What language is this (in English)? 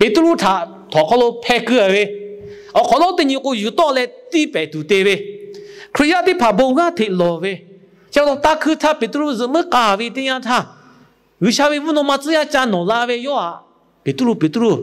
Lahu